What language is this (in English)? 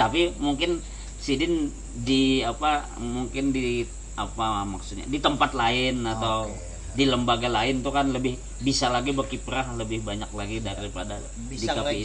Banjar